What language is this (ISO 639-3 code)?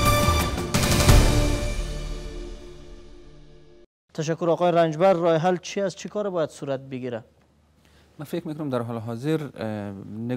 fas